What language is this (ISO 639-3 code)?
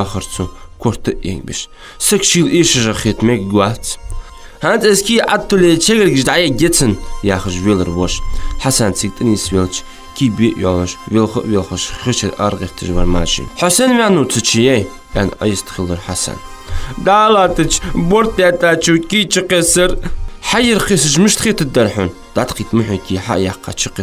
inh